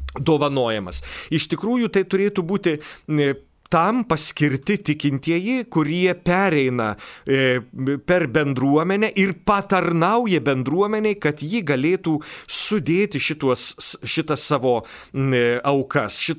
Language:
Lithuanian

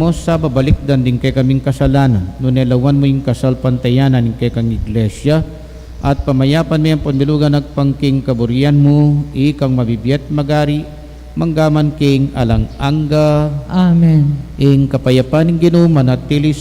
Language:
Pampanga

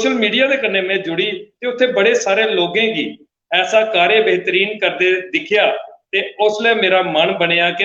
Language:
Dogri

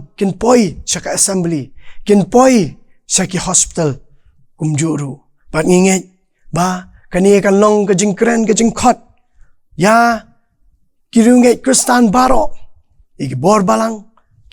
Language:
Khasi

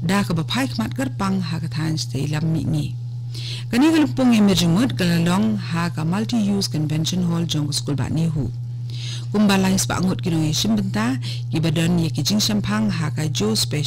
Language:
Khasi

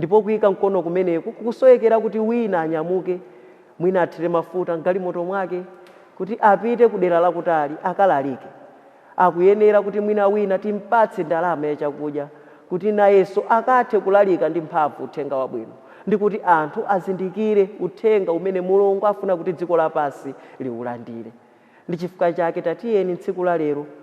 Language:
Nyanja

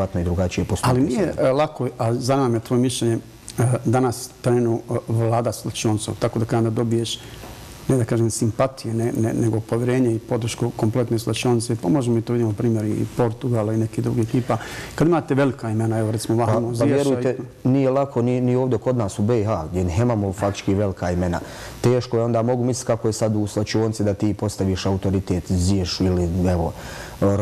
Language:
Bosnian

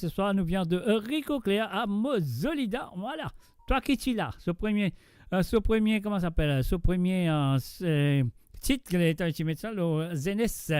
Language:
Morisyen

